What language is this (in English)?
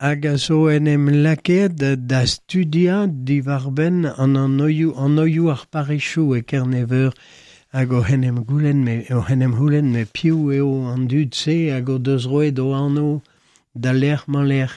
Breton